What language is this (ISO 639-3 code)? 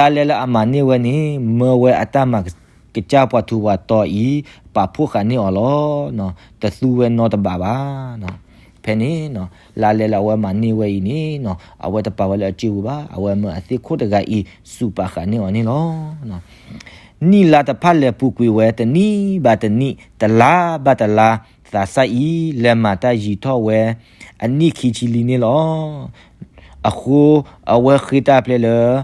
ksw